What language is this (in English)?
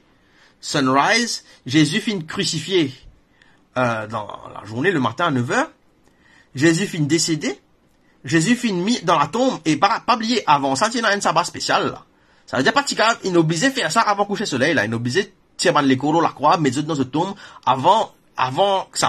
Morisyen